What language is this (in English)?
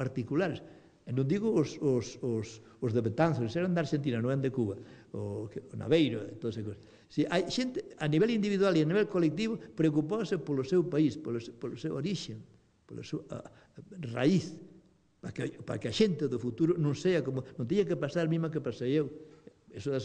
Galician